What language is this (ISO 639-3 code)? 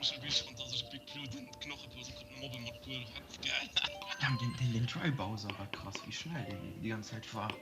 ltz